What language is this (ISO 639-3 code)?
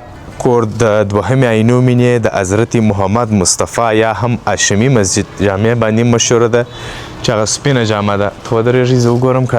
pus